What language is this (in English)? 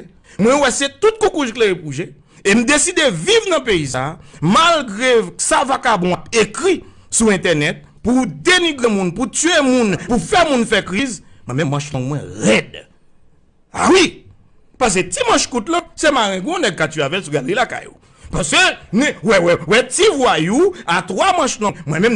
Haitian Creole